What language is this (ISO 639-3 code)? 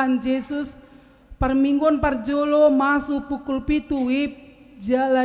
bbc